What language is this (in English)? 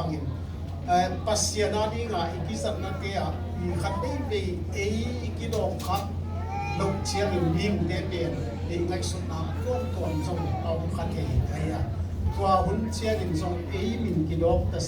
Tedim Chin